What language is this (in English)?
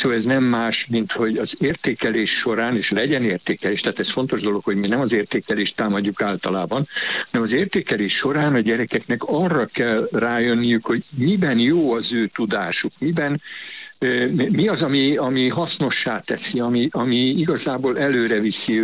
Hungarian